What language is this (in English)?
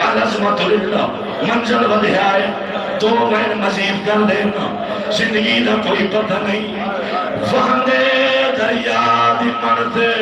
Saraiki